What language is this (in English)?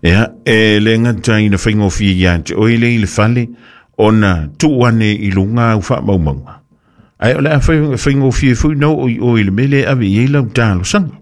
Samoan